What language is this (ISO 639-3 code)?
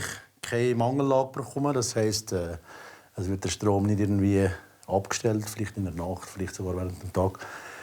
gsw